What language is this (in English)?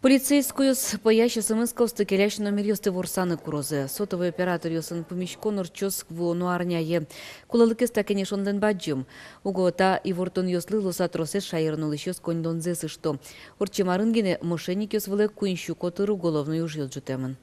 Udmurt